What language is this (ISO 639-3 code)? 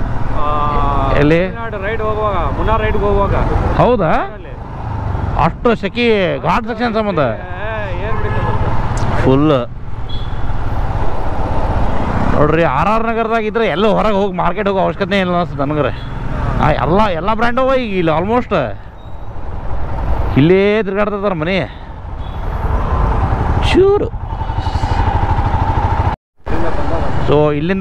kan